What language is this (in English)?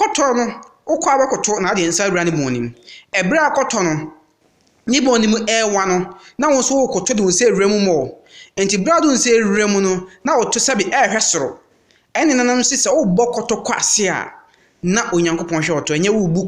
Akan